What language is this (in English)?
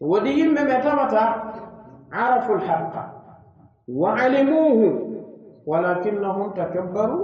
Pular